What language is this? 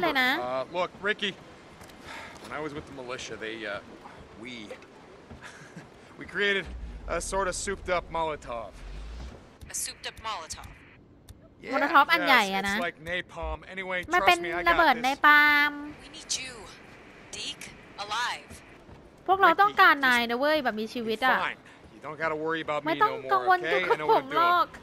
Thai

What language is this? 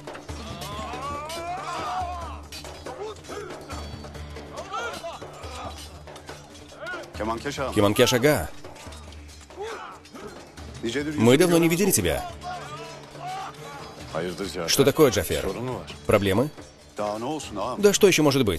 Russian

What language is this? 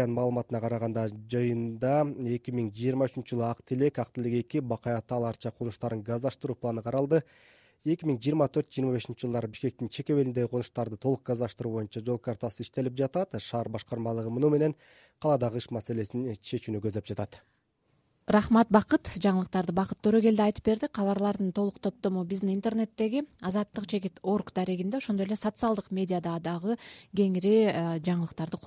Kyrgyz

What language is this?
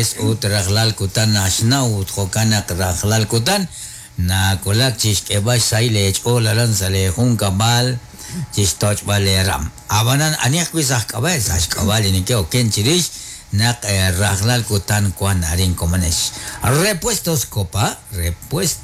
Kekchí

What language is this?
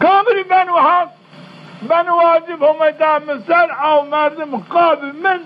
Zaza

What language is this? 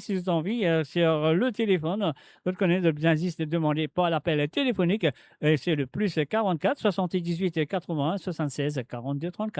Morisyen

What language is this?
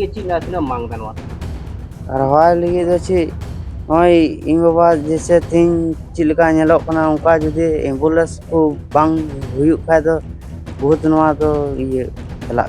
Santali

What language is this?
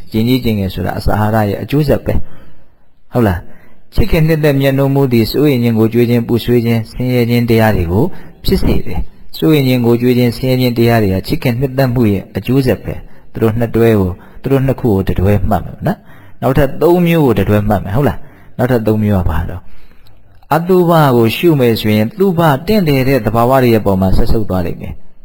Burmese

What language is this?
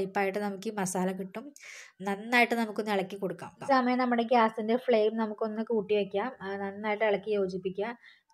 Malayalam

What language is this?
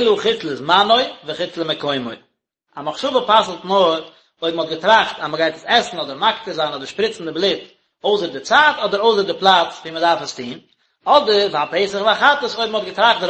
Yiddish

